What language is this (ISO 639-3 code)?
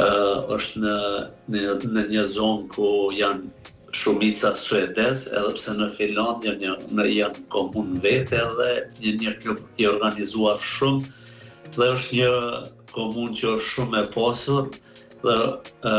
sqi